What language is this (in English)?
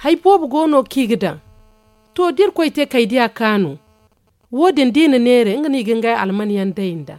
Zarma